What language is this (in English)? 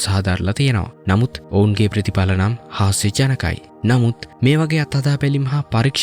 Sinhala